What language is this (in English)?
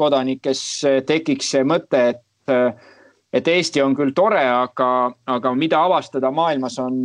Estonian